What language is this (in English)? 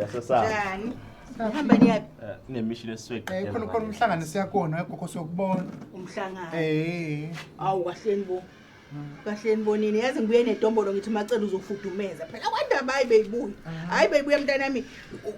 Zulu